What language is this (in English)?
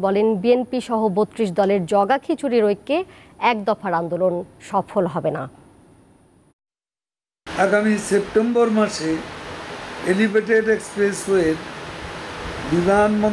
Bangla